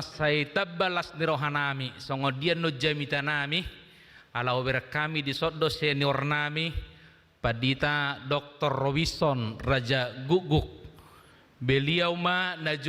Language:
Batak Toba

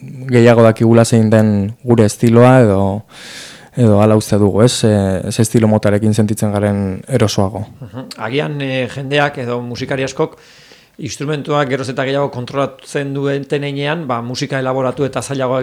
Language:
Basque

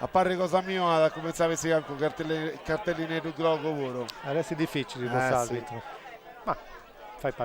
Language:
Sardinian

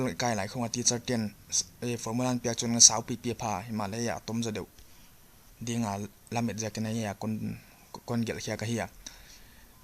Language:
Paite Chin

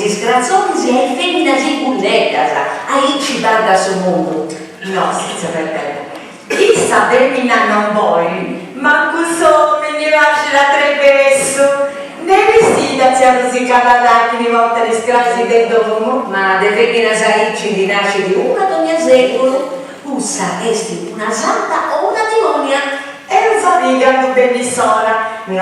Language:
Sardinian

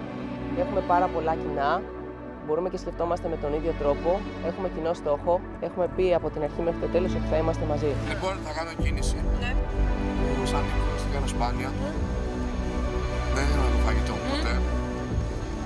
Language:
Greek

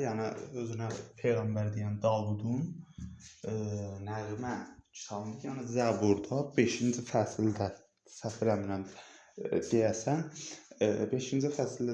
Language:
Azerbaijani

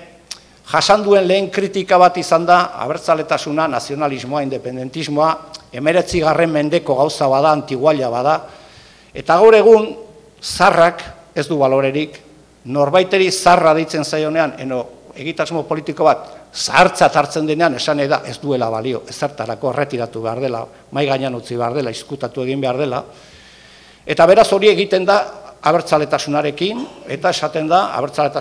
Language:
Basque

